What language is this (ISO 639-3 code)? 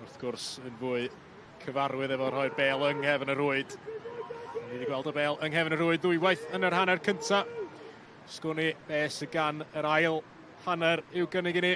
cym